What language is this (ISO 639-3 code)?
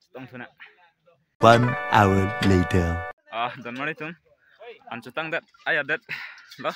mjw